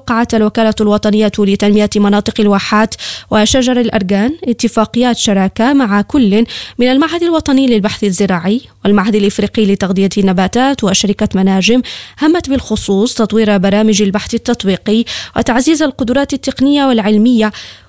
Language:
Arabic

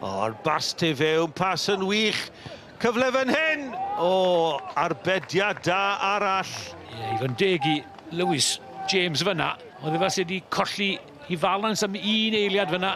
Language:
Welsh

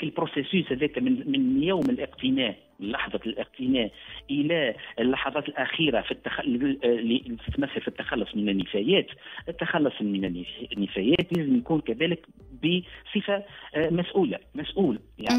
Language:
Tunisian Arabic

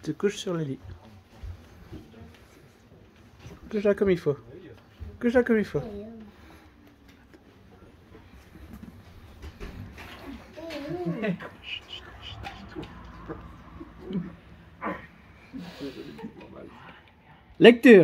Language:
French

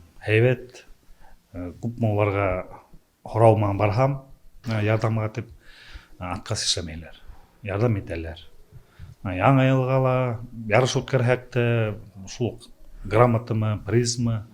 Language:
Bashkir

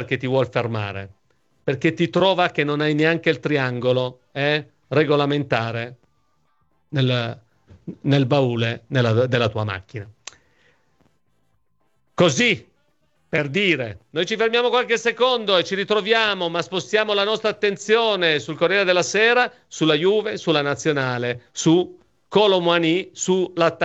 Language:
Italian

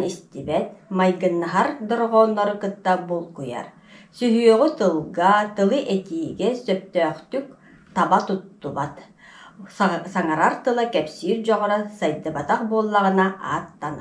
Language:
Yakut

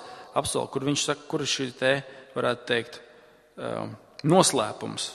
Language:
Latvian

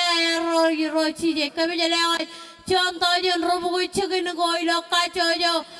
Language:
Marshallese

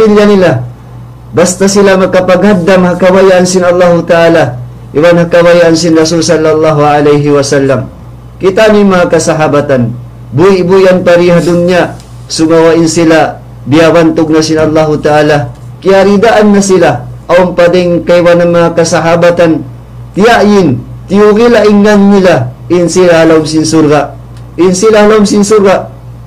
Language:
Tausug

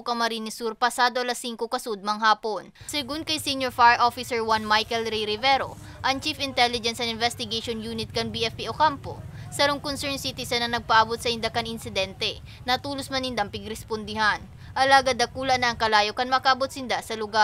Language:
Bikol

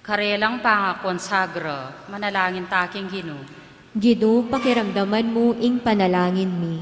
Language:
Pampanga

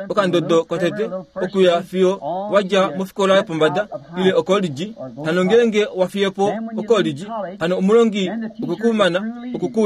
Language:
Kuanyama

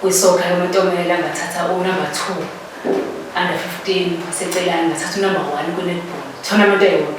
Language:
Zulu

